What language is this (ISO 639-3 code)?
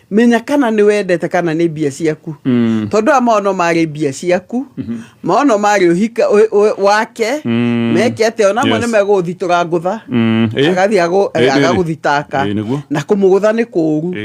kik